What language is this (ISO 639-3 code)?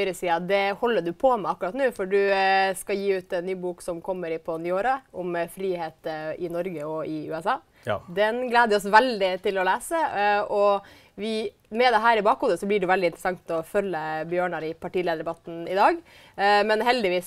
nor